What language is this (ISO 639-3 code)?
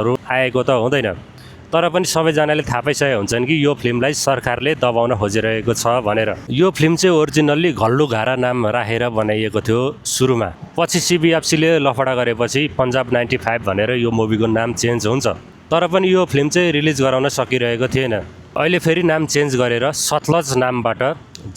nep